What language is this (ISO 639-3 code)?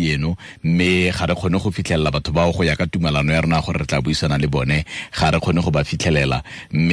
tsn